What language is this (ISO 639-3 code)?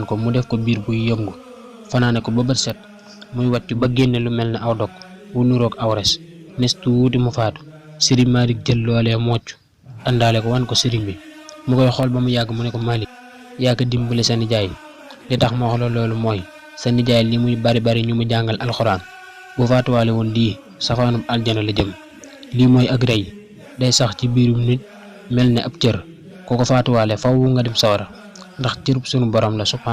wol